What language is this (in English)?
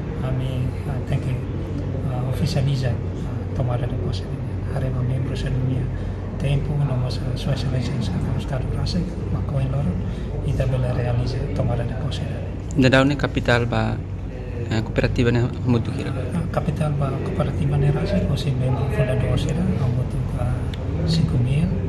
Tetum